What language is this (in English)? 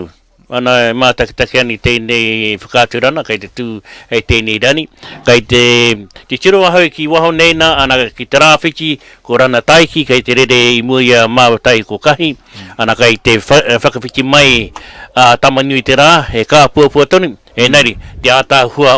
Māori